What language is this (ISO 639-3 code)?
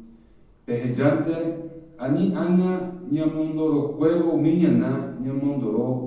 grn